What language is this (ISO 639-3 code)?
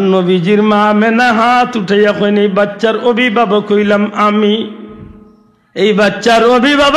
syl